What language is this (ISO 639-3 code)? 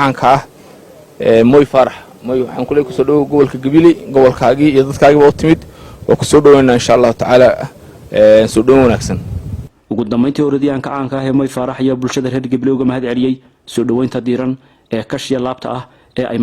som